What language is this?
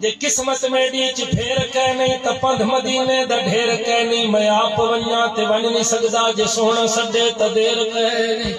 Saraiki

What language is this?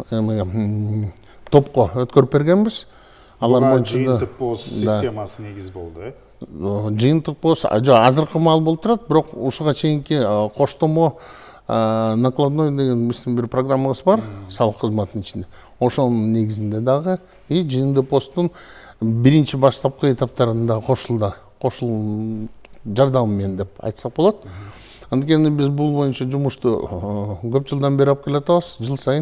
Kyrgyz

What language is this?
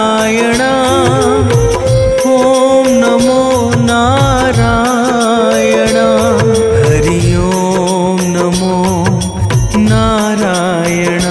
Hindi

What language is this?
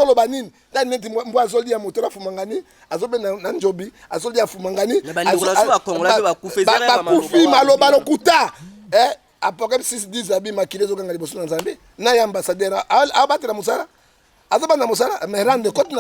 Lingala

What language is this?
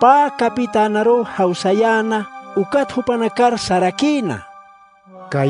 Aymara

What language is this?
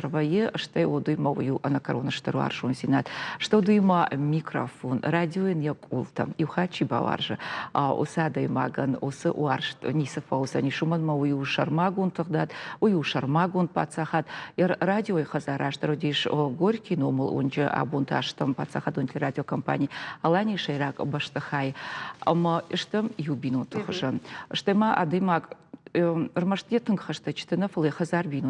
Ossetic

